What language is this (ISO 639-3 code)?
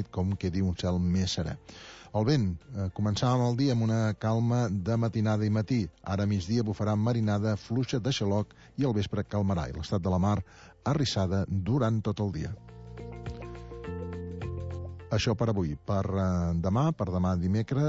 cat